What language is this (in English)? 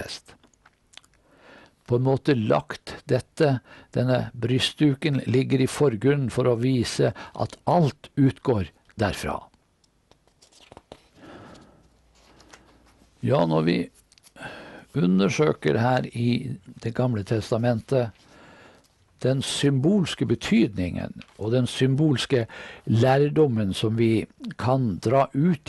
Norwegian